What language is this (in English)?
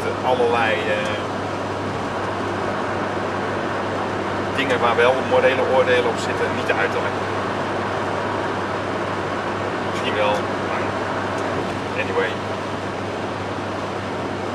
Dutch